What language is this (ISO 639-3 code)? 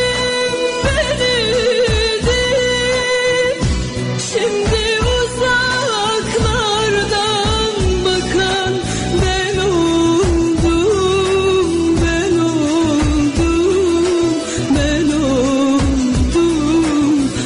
tur